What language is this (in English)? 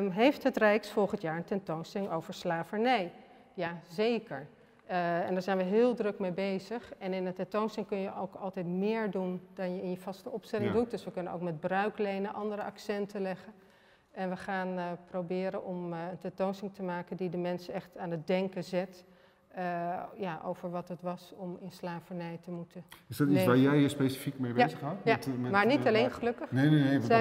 Dutch